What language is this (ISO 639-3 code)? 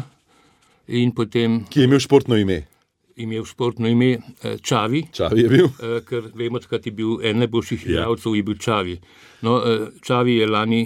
slv